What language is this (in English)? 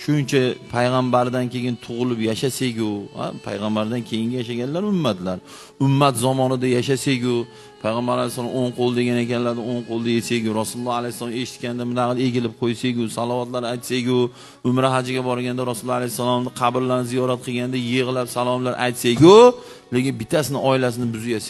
Uzbek